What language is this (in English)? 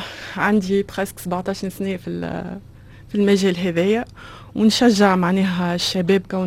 Tunisian Arabic